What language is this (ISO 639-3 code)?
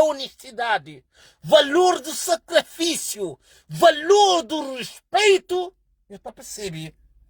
kea